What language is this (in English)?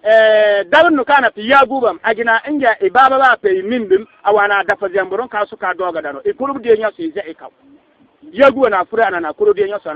Bissa